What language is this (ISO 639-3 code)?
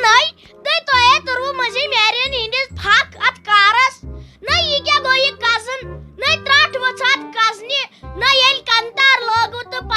kas